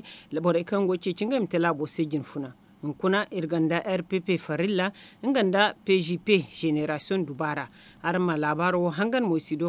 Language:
Zarma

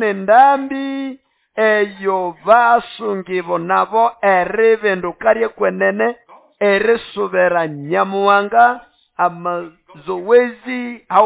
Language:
Nande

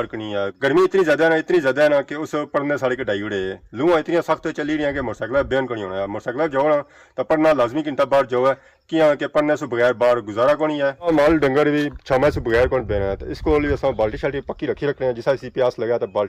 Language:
Pahari-Potwari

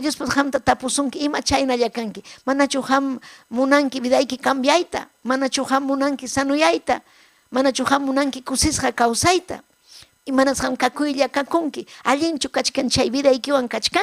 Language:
Ayacucho Quechua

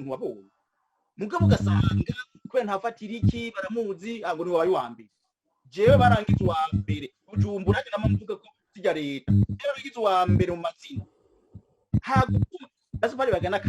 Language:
Rundi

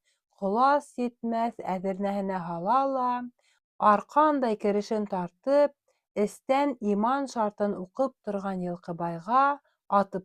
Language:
Bashkir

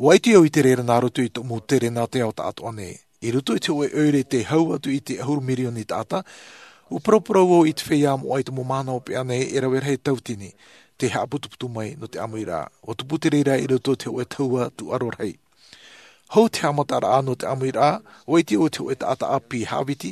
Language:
Tahitian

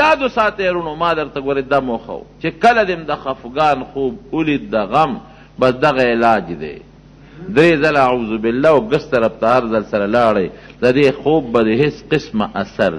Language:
Pashto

